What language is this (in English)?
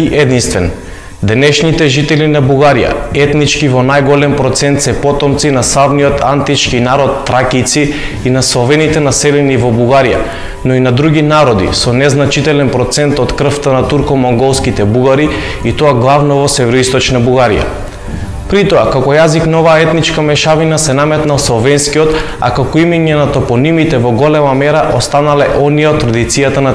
Macedonian